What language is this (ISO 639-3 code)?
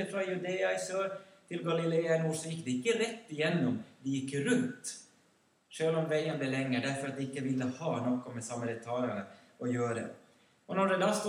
nor